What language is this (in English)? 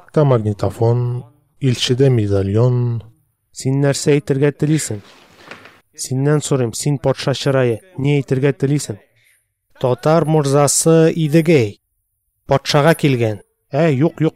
Tatar